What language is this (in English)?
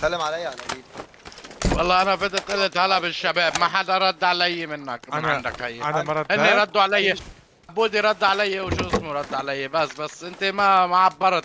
North Levantine Arabic